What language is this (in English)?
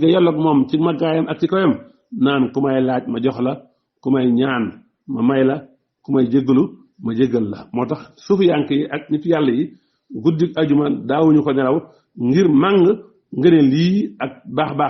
Wolof